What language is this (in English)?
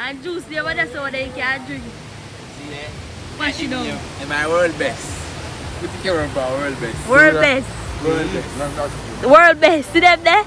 Jamaican Creole English